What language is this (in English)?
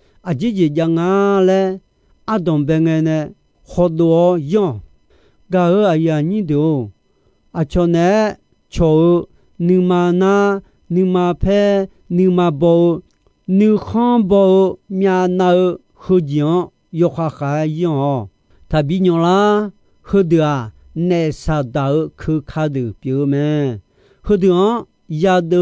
Akha